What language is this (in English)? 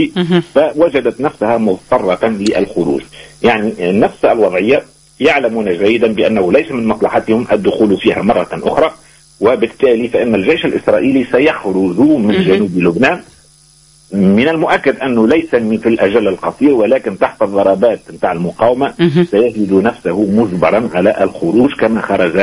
Tunisian Arabic